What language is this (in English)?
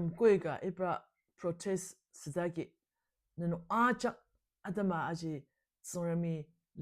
Ao Naga